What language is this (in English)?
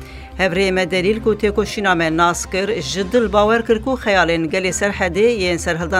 Kurdish